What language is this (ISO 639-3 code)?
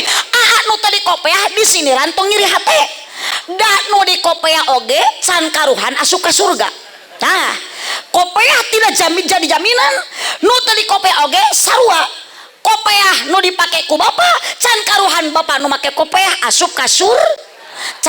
sun